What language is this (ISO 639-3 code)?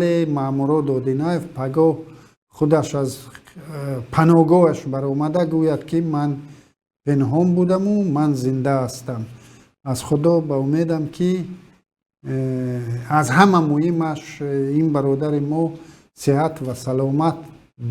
tgk